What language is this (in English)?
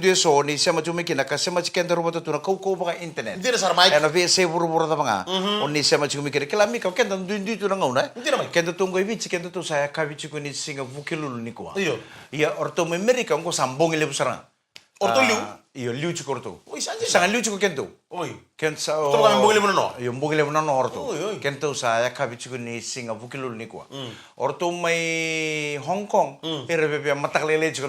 Fijian